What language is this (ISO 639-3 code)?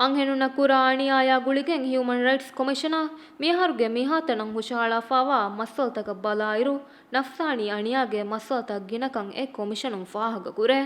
div